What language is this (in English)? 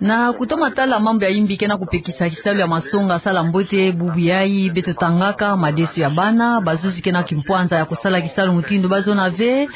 Kituba (Democratic Republic of Congo)